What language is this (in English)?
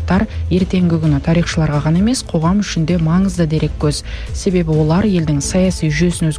Kazakh